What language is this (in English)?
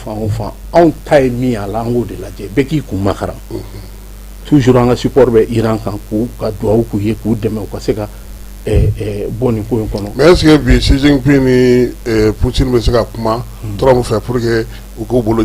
Bambara